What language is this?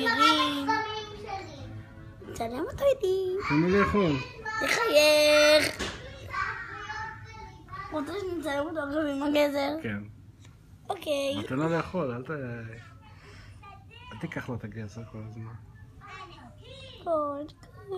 Hebrew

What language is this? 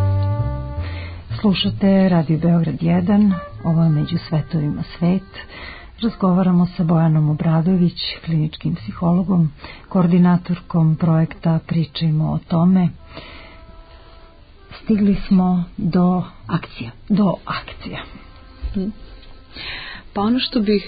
Serbian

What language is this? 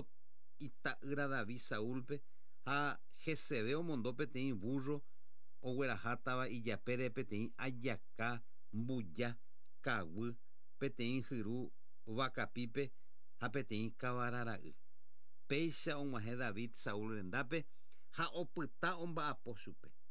Guarani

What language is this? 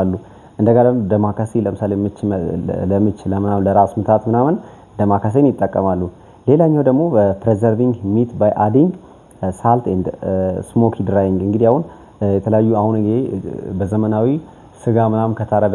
Amharic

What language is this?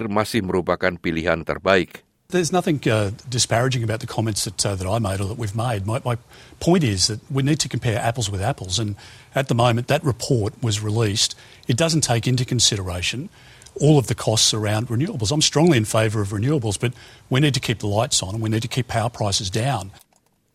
Indonesian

